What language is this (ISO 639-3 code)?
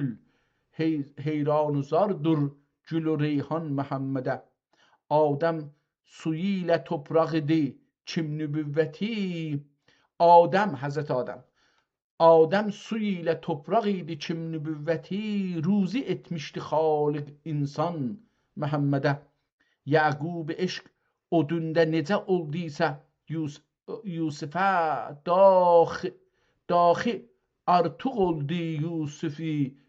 azb